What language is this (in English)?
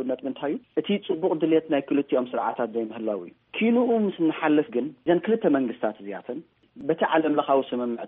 Tigrinya